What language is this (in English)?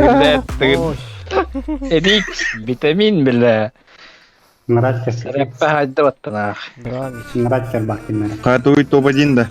Yakut